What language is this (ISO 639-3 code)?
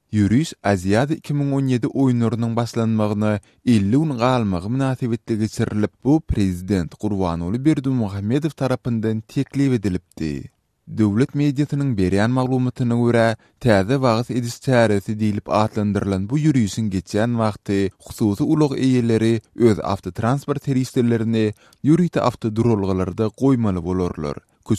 tuk